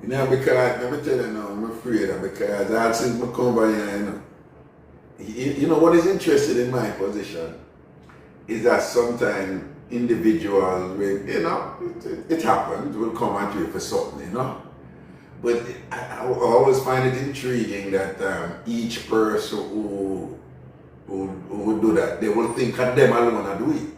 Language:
Jamaican Creole English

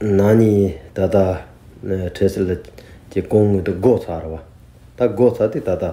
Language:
Tibetan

